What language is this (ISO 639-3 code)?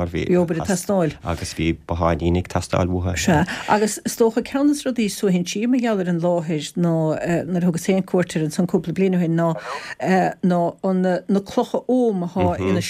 gle